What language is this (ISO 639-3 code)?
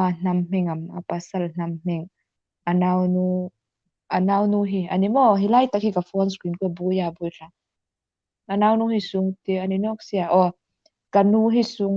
hmr